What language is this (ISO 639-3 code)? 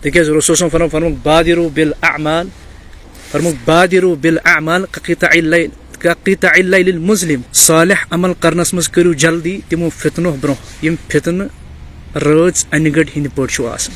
kas